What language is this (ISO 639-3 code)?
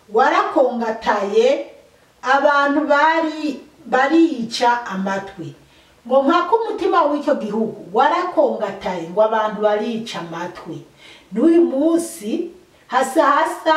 run